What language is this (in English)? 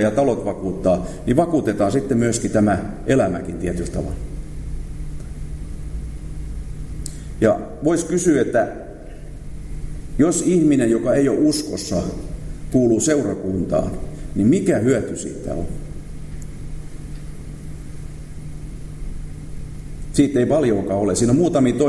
Finnish